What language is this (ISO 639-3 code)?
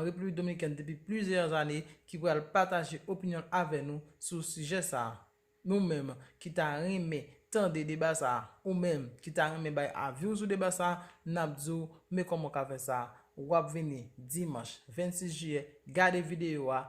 hat